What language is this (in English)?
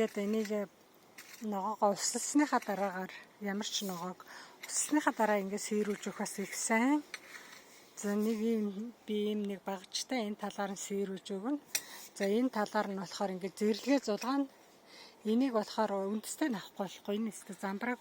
Mongolian